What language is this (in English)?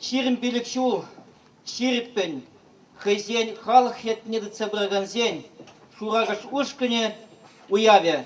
Chuvash